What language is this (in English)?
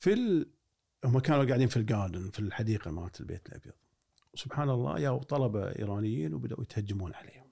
Gulf Arabic